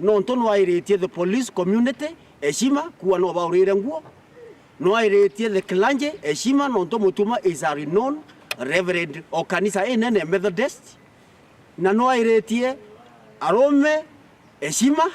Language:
Meru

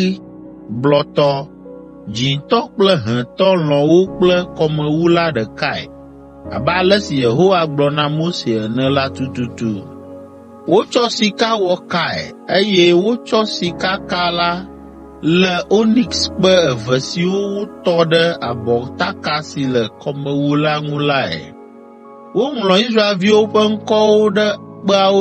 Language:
Ewe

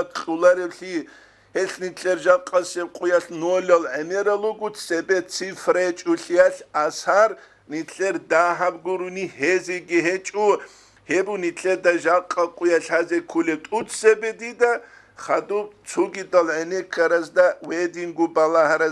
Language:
Avaric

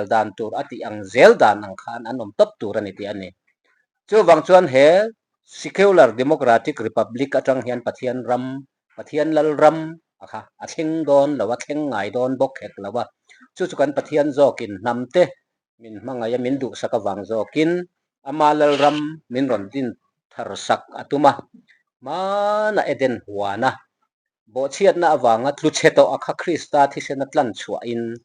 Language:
Mizo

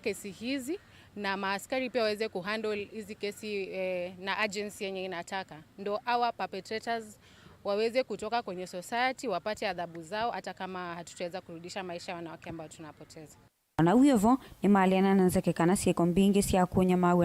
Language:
Kamba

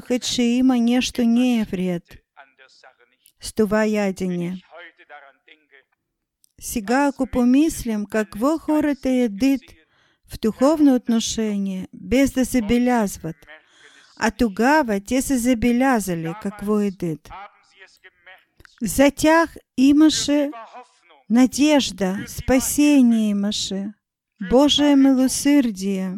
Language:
Bulgarian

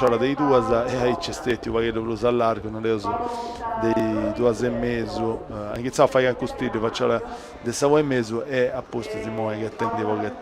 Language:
Sardinian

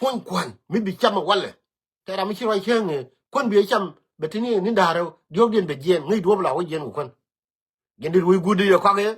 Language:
Nuer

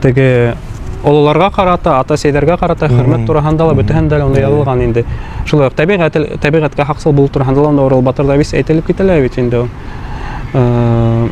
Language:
Bashkir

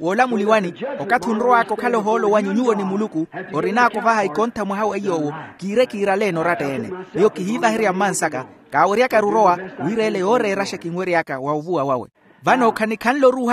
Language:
Makhuwa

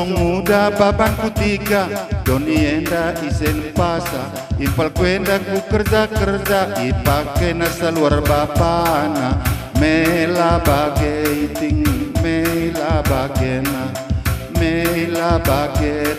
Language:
Batak Karo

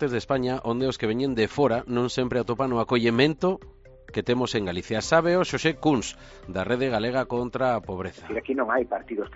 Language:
Galician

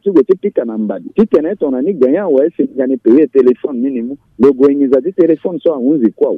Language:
Sango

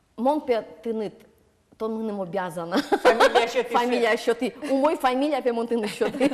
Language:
Udmurt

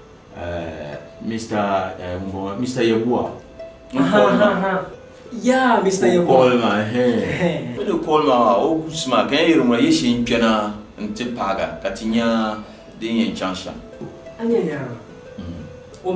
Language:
Dagbani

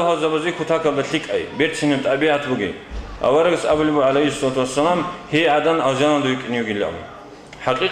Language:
Avaric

